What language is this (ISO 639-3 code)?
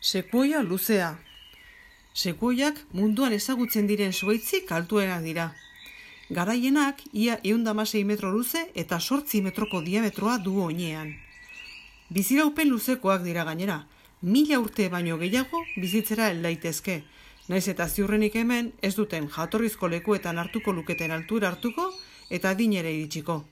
eus